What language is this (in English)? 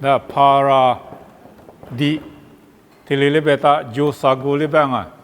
Lisu